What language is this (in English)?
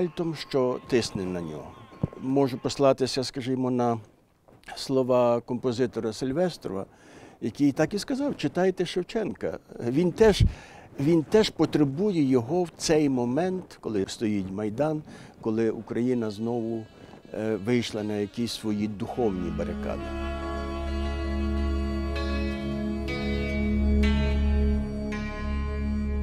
Ukrainian